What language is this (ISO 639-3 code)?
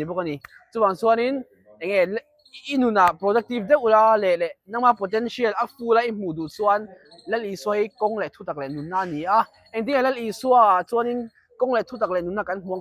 lus